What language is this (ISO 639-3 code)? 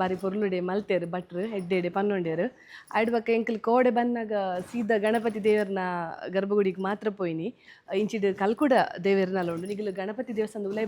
tcy